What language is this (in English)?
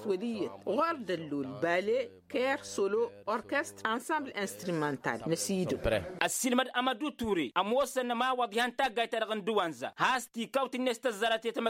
Tamasheq